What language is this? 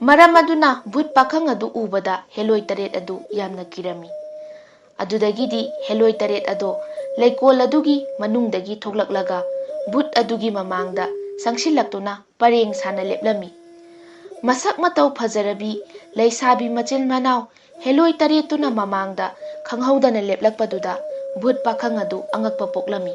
Manipuri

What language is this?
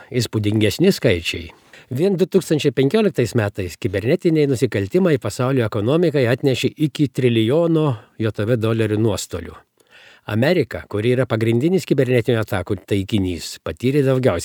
Lithuanian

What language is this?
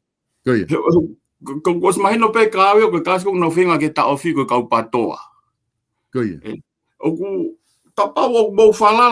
Tongan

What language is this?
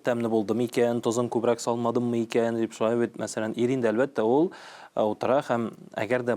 Tatar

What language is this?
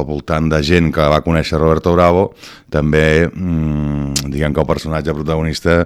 Catalan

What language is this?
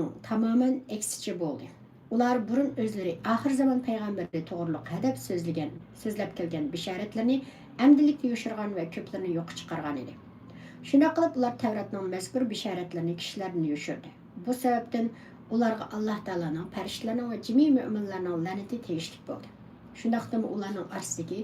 Uyghur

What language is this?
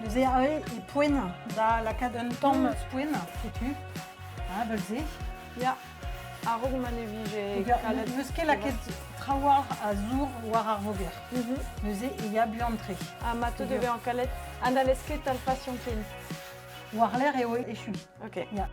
Breton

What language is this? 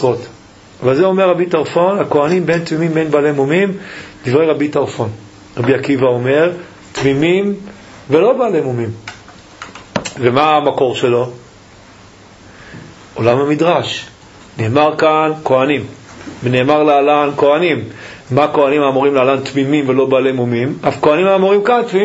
Hebrew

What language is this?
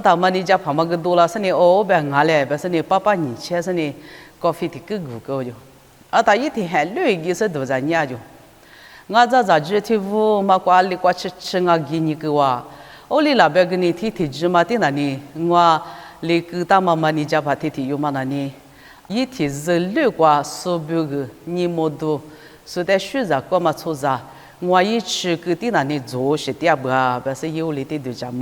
Lisu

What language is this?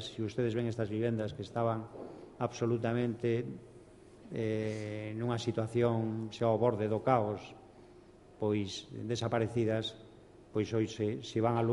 Galician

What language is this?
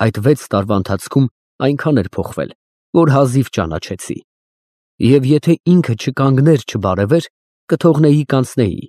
Armenian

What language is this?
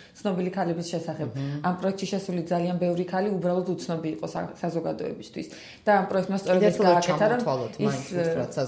Georgian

